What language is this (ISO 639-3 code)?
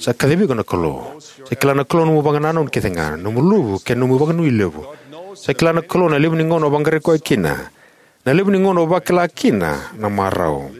fij